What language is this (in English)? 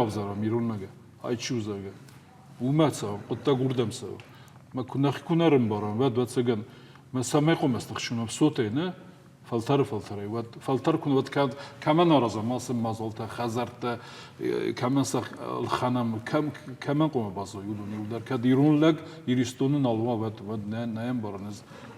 Ossetic